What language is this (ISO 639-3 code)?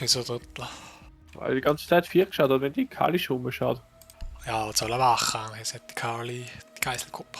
bar